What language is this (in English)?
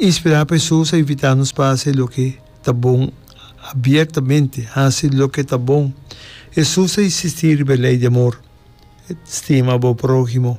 Papiamento